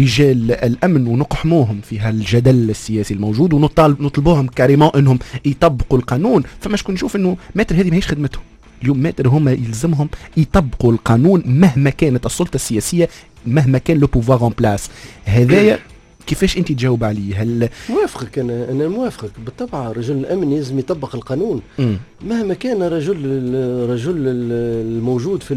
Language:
Tunisian Arabic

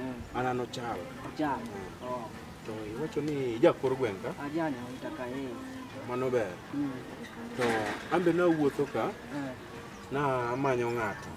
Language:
Luo (Kenya and Tanzania)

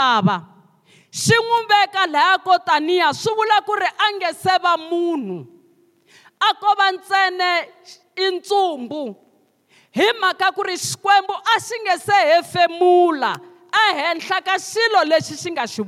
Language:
Tsonga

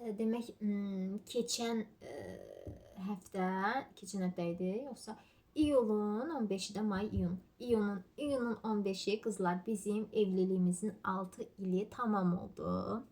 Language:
Azerbaijani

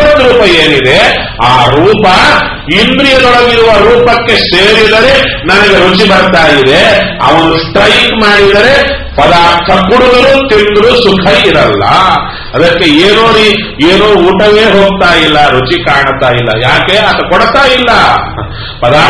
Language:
Kannada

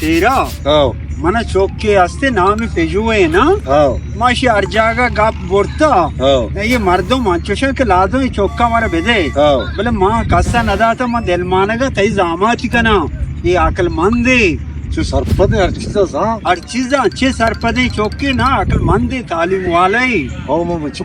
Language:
Baluchi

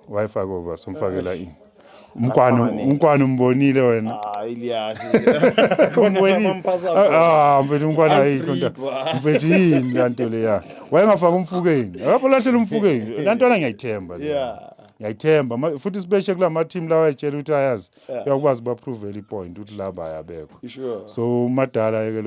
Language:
Zulu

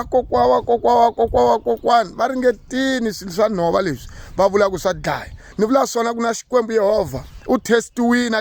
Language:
Tsonga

